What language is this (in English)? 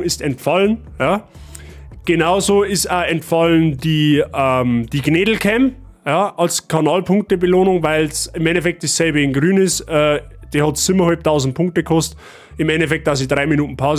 Bavarian